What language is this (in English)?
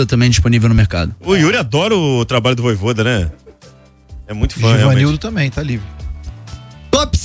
Portuguese